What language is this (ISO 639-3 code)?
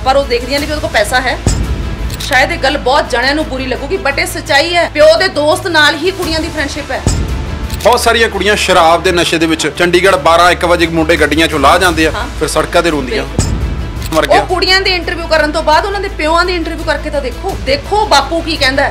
pan